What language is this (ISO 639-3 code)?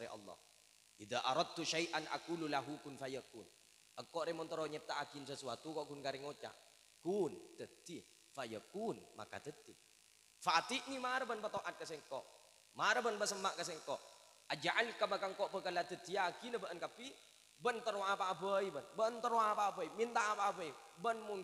mad